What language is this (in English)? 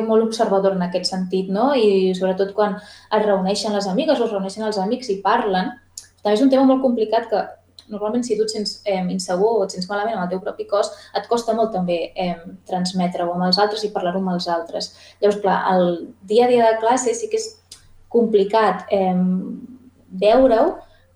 Catalan